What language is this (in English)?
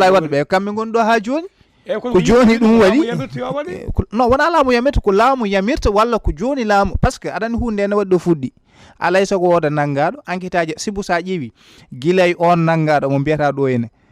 Fula